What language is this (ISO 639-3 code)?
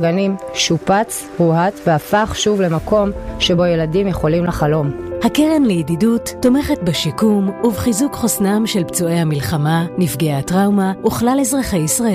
heb